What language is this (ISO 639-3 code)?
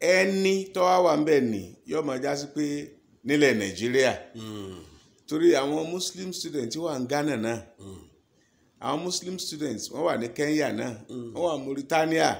yor